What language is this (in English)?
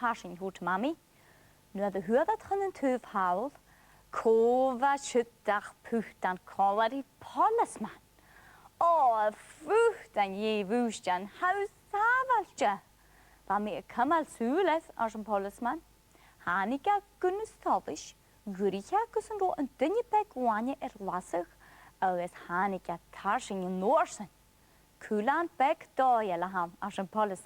Scottish Gaelic